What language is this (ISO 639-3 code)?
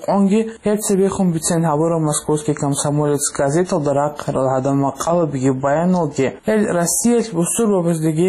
ava